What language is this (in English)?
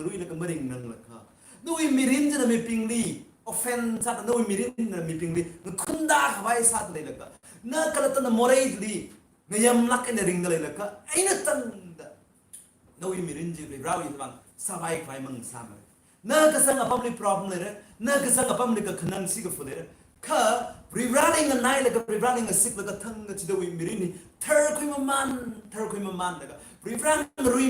Tangkhul Naga (India)